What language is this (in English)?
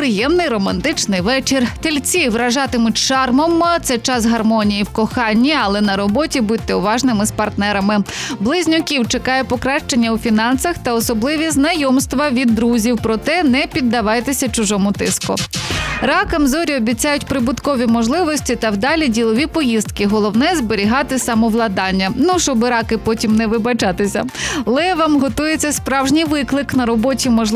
Ukrainian